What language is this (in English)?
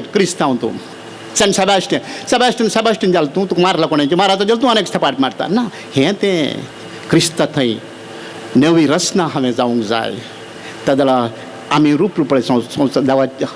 Konkani